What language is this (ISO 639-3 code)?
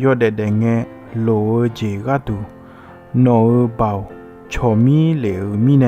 ahk